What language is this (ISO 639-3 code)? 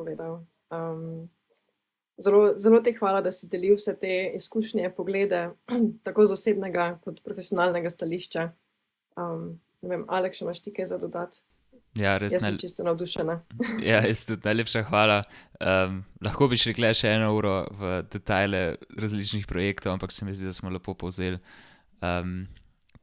slv